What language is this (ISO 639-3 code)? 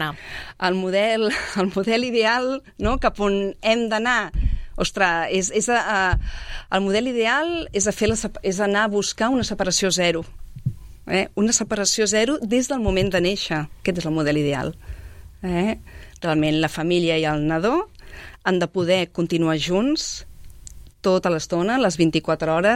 cat